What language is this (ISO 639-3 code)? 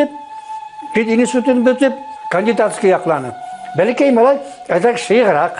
bak